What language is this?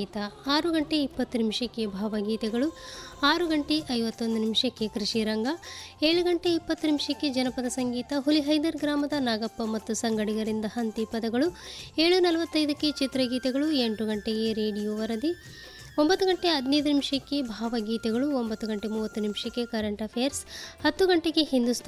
Kannada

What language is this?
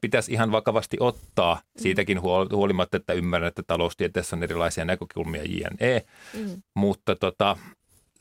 Finnish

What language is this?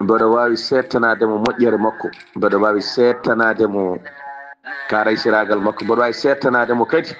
Fula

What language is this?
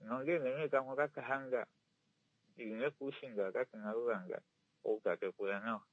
Kuanyama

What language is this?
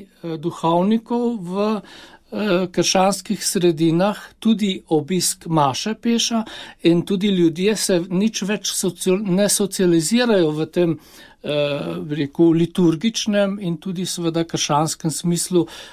Slovenian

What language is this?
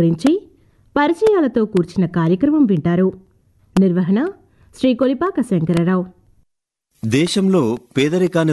Telugu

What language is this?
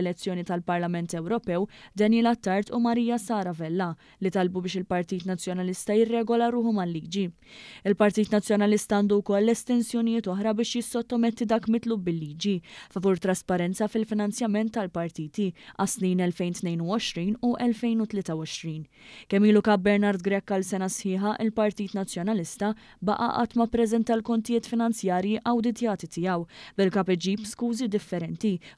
Maltese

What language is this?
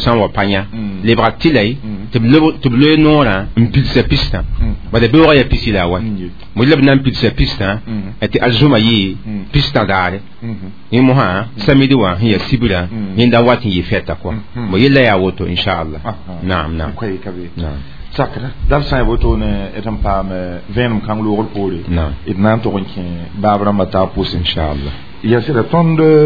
Mossi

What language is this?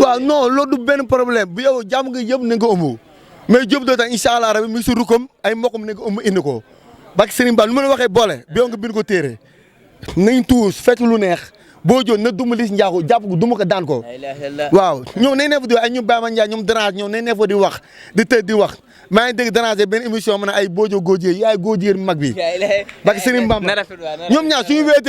Wolof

